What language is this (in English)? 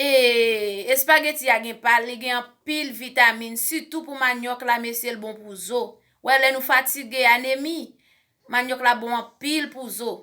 Haitian Creole